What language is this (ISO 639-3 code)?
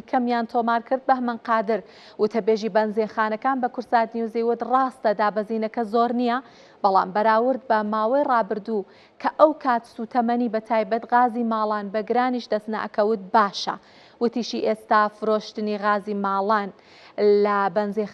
ckb